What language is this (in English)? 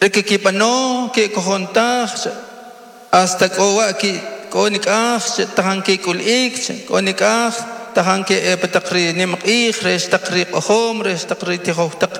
Kaqchikel